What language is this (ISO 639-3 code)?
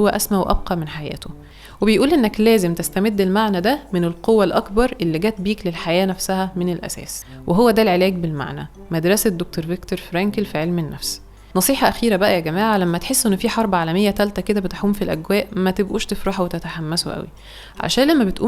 arz